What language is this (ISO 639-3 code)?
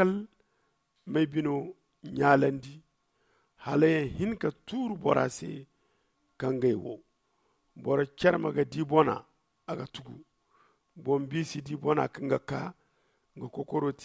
dje